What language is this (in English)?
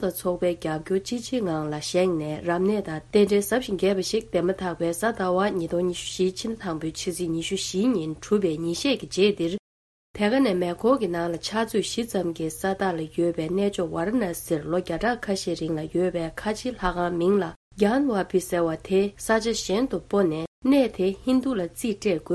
Tibetan